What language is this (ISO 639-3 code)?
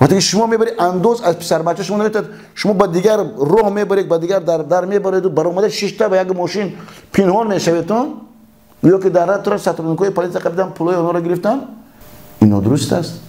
tgk